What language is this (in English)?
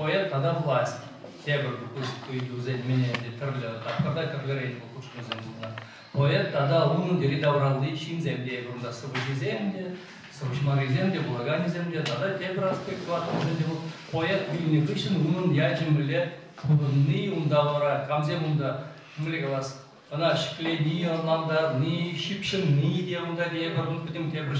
Chuvash